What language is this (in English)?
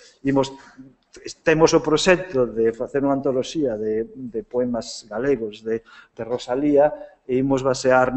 Galician